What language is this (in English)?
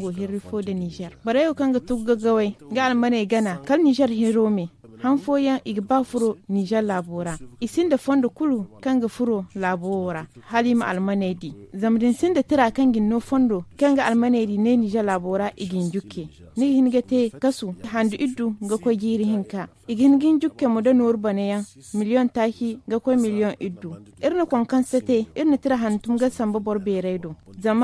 Zarma